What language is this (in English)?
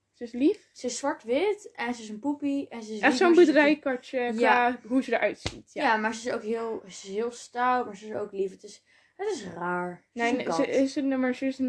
Dutch